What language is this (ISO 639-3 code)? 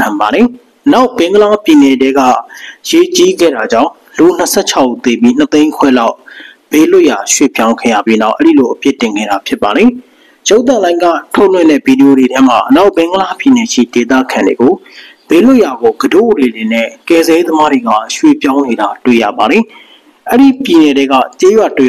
mya